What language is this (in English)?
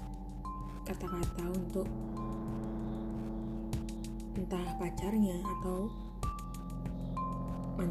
Indonesian